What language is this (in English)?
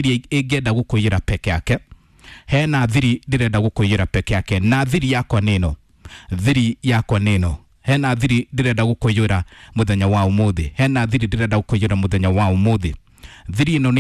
Kikuyu